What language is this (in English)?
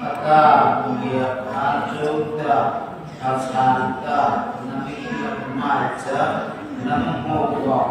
Mara Chin